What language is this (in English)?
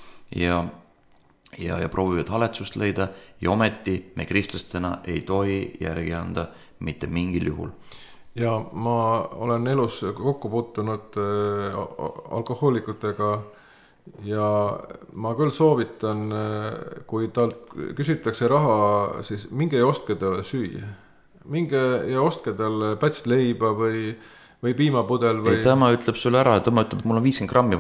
Estonian